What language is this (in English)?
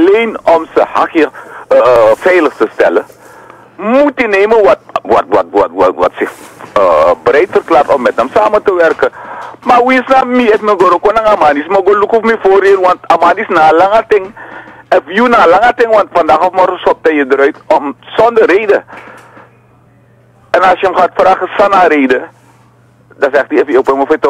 Dutch